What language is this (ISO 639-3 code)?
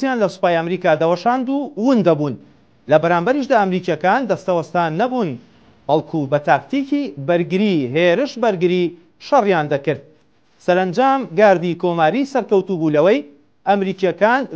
ckb